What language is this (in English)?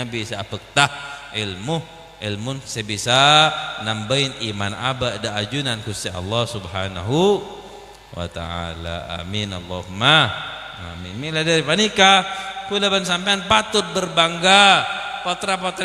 Madurese